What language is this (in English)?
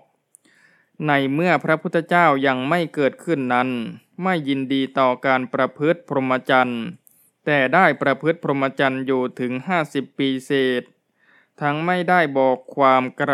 Thai